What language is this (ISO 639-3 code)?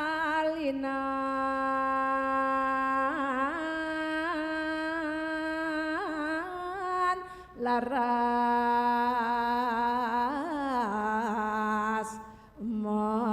ban